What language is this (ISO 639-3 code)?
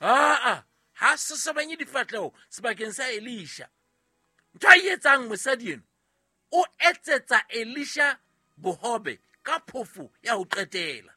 sot